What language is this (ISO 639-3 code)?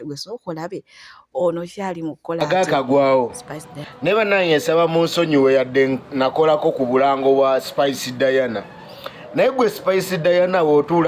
lug